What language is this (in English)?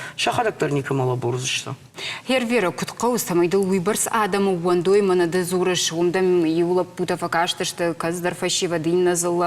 Ossetic